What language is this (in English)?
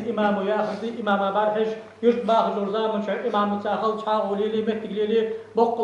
Ingush